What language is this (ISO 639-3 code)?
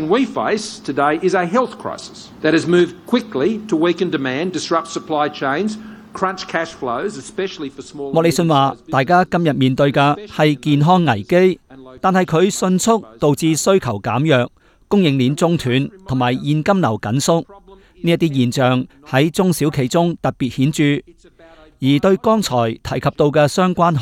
yue